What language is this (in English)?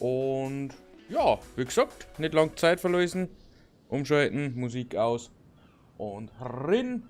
Bavarian